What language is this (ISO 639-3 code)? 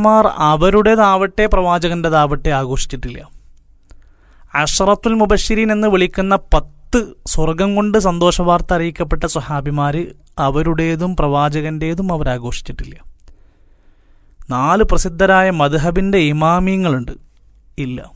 mal